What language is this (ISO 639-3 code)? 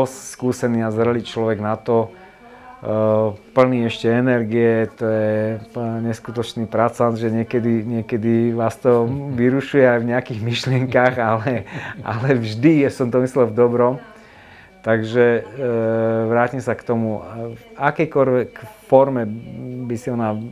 slk